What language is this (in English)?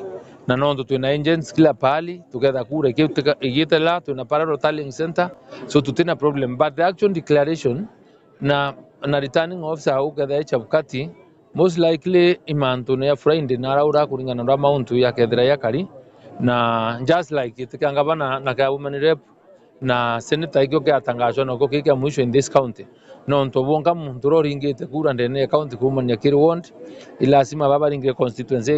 Meru